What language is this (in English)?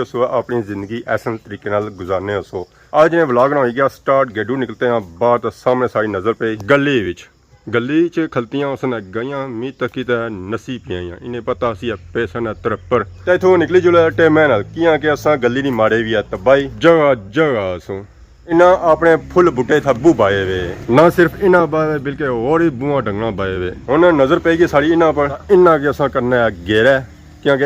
Pahari-Potwari